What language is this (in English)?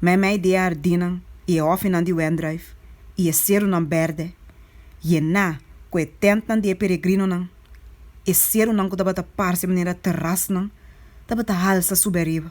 Papiamento